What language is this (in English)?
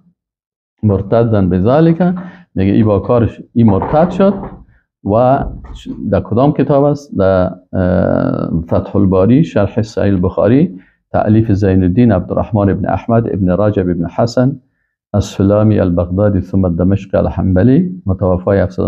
Persian